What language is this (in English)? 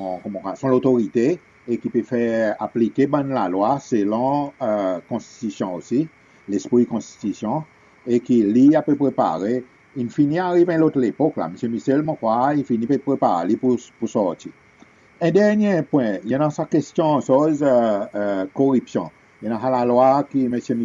Seselwa Creole French